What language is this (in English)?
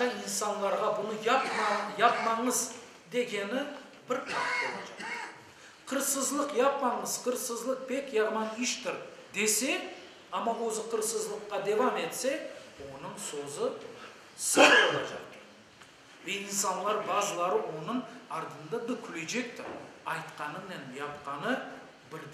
Crimean Tatar